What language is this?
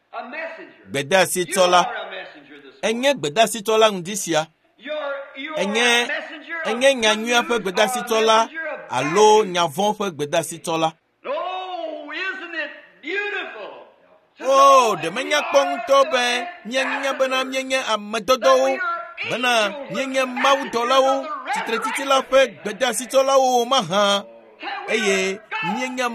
Ewe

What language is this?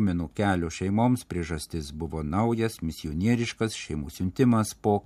Lithuanian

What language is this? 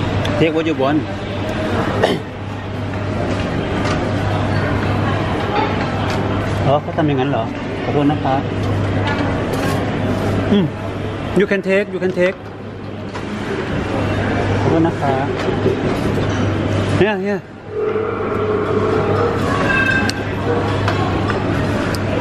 Thai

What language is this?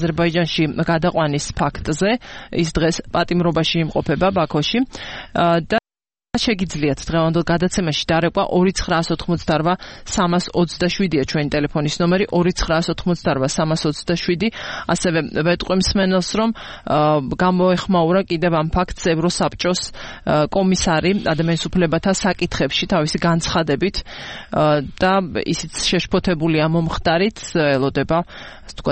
Georgian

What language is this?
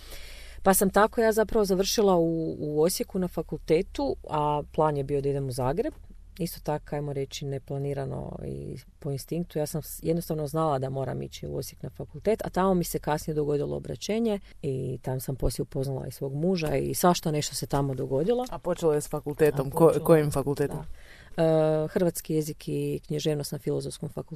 Croatian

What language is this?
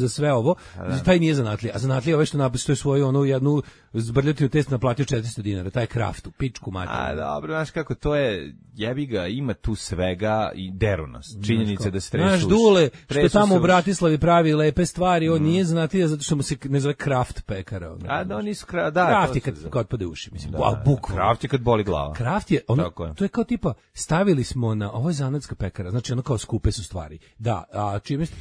Serbian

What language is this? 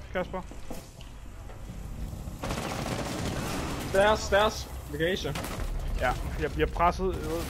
Danish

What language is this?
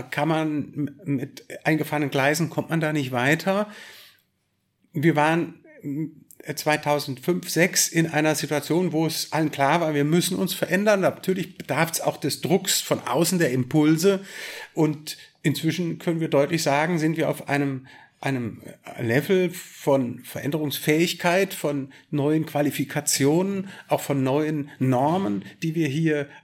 German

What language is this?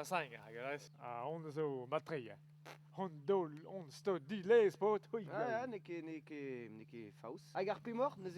Breton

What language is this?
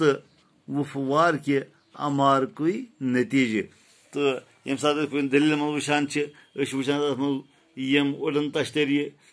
Kashmiri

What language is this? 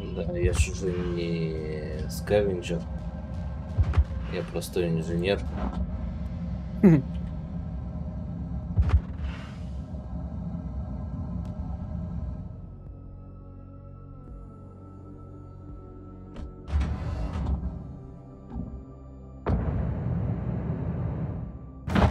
Russian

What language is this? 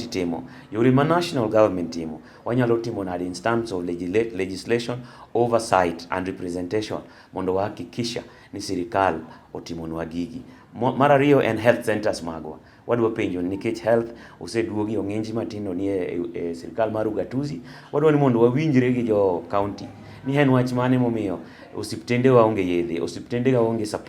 Luo (Kenya and Tanzania)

